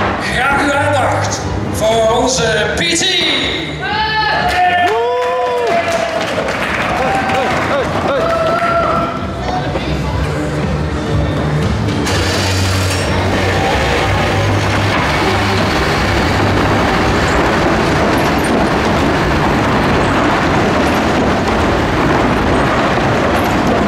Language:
Dutch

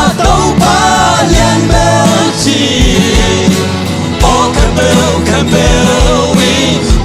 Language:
Tedim Chin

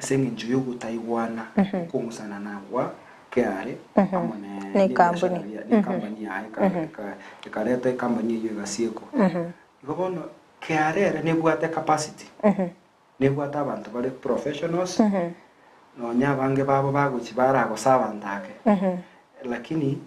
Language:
Gusii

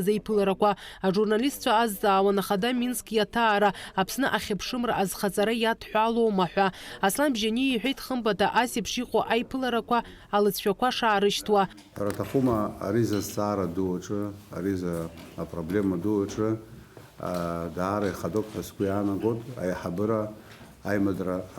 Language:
Abkhazian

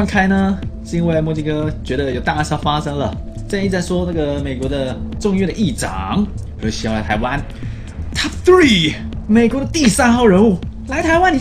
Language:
Chinese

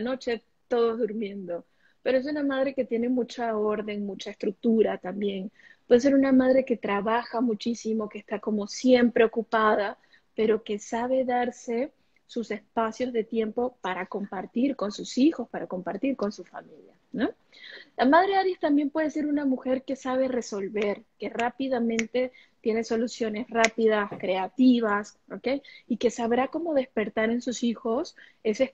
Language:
Spanish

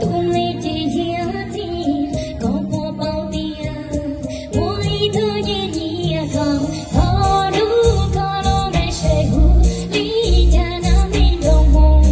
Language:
Hmong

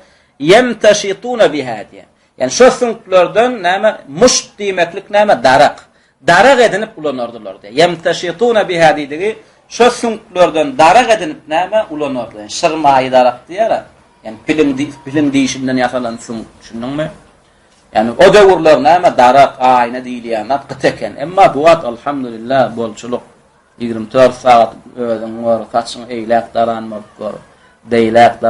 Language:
Turkmen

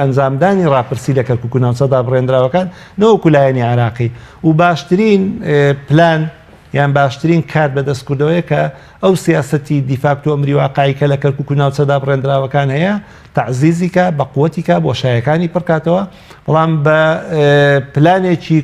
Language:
Central Kurdish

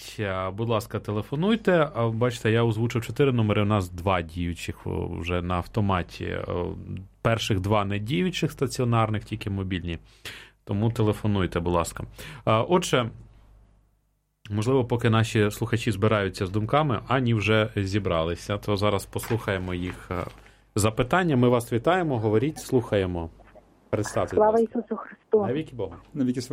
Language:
Ukrainian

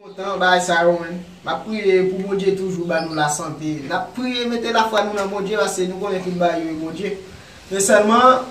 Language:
Haitian Creole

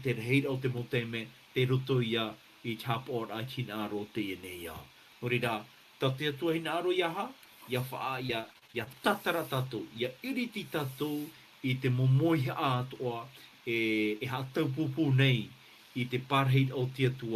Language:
Tahitian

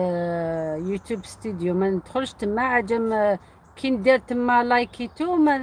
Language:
Algerian Arabic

